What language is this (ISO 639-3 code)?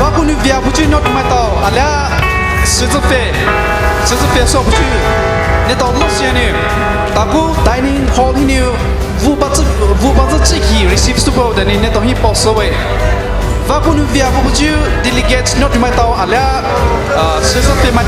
pmx